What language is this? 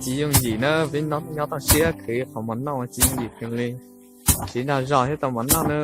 Hmong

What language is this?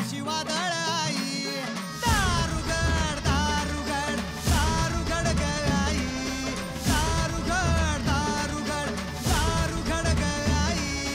Marathi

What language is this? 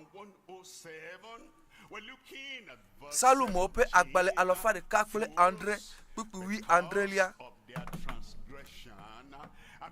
Ewe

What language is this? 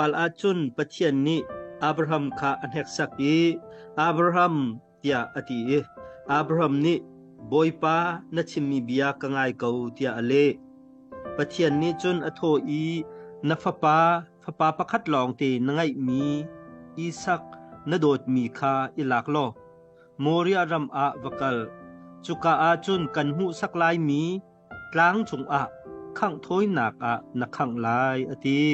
Hakha Chin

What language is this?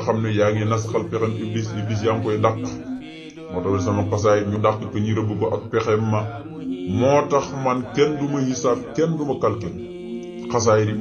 Wolof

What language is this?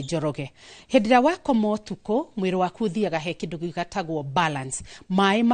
Kikuyu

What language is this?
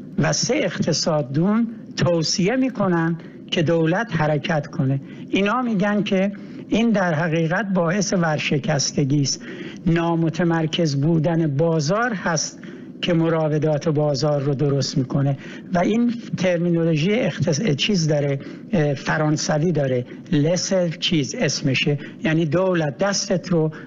Persian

